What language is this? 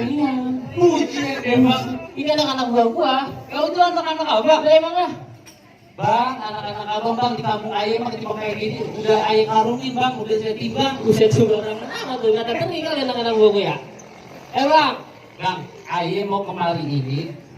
Betawi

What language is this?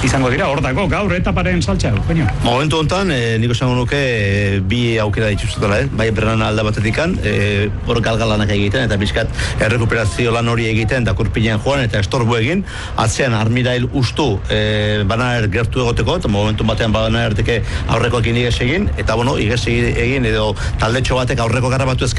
Basque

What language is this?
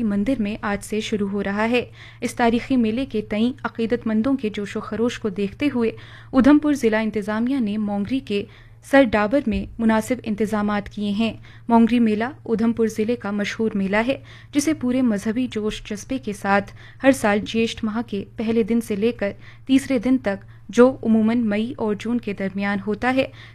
Urdu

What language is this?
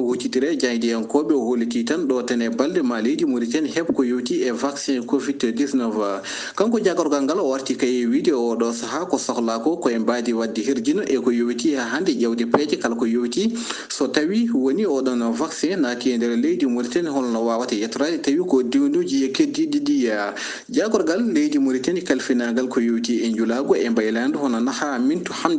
Fula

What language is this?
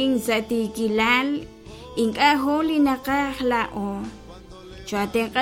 Kekchí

